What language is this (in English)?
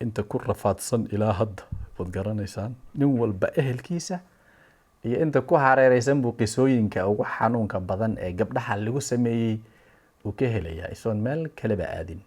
Somali